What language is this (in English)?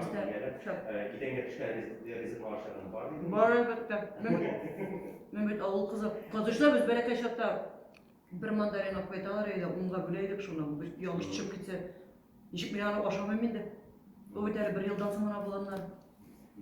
Tatar